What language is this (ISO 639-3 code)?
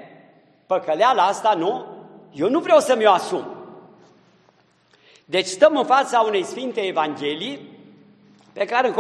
ron